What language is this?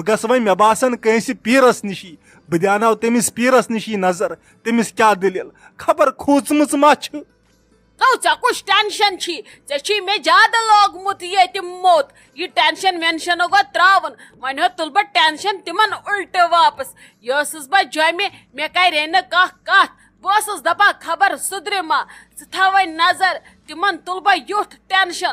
Kashmiri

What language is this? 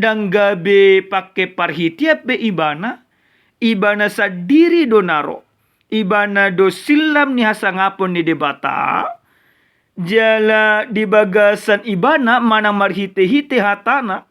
Batak Toba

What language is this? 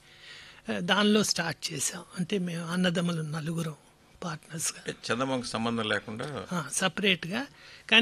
Telugu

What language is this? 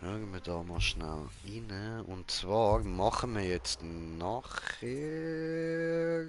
Swiss German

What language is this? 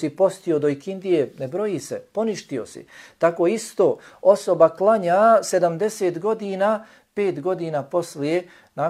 Bosnian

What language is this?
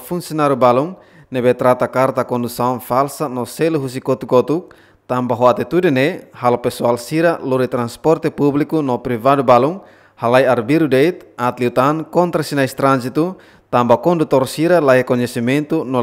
Tetum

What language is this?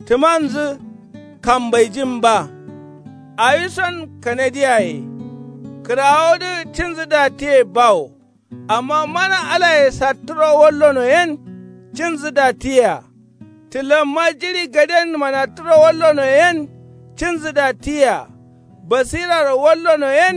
Kanuri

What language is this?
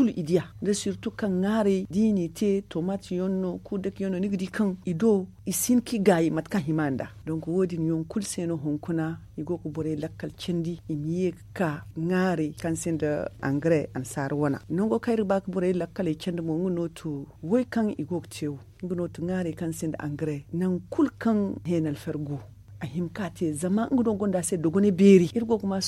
Zarma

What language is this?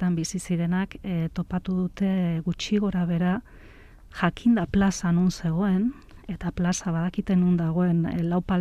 Basque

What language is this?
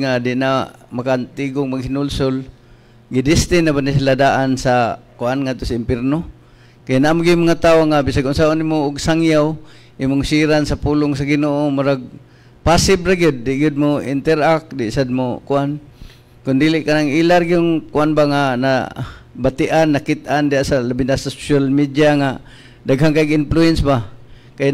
Cebuano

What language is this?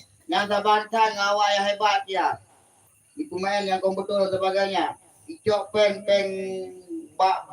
Achinese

